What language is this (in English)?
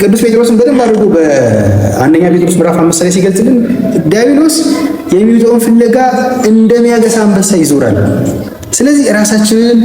Amharic